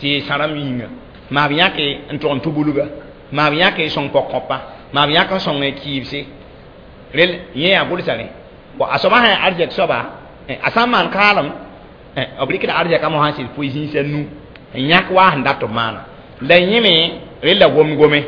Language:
Mossi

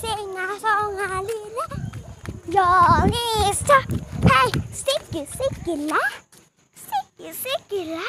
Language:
Mizo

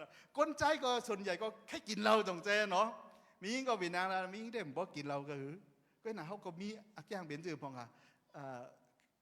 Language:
Shan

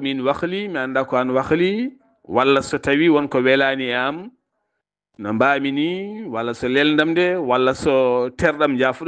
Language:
Fula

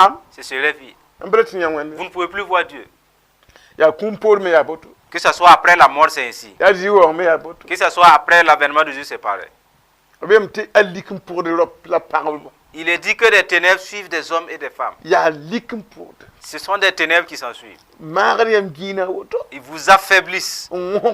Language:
Mossi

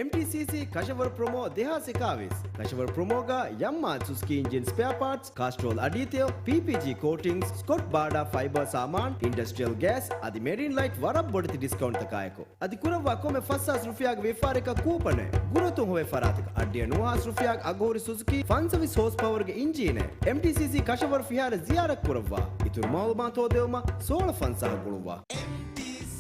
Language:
Divehi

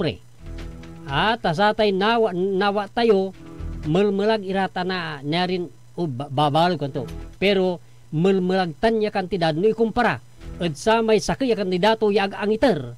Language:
Pangasinan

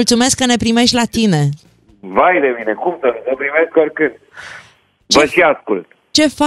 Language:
Romanian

